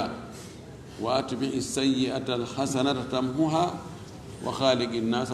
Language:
Fula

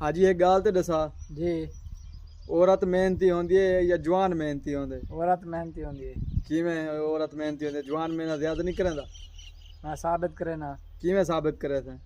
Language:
Saraiki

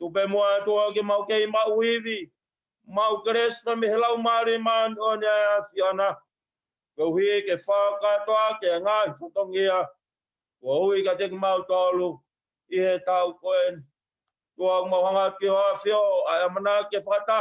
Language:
Tongan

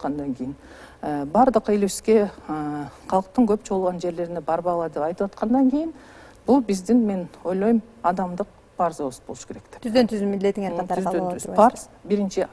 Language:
Kyrgyz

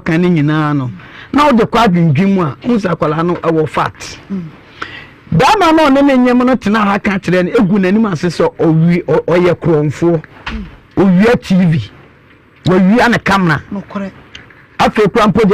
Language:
Akan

